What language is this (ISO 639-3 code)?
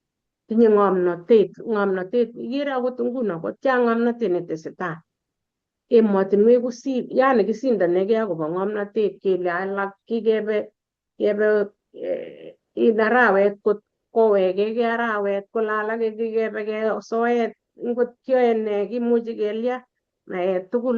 kln